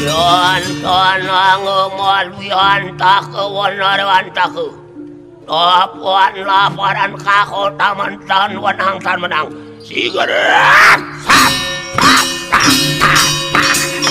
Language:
Balinese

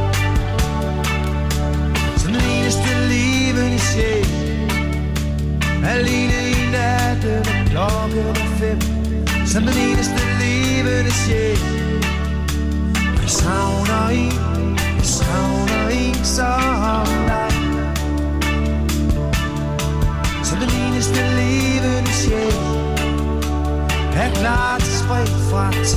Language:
Danish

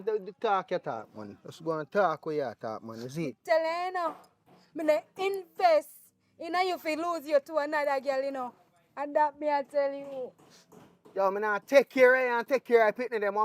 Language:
Jamaican Creole English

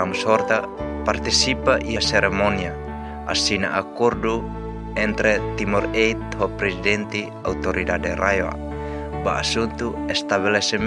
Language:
Tetum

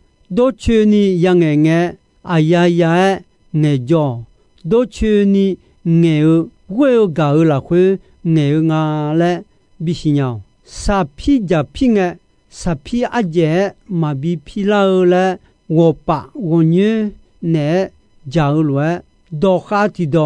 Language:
Akha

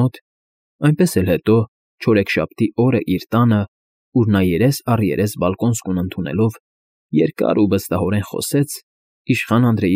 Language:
Armenian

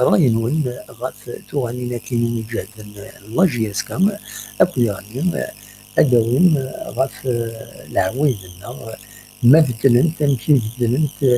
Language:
Kabyle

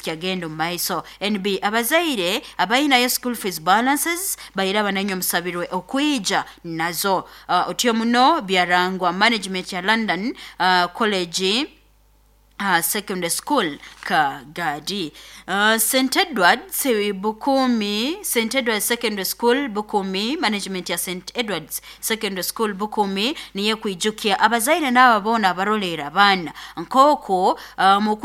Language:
Nyoro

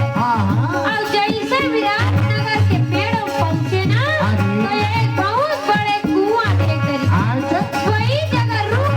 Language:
Chhattisgarhi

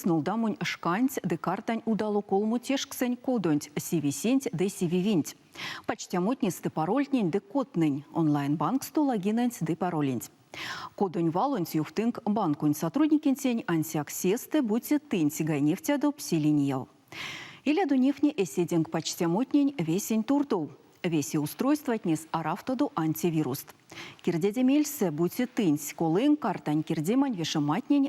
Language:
Erzya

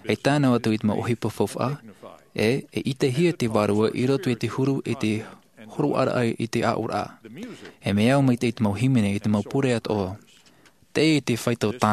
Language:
Tahitian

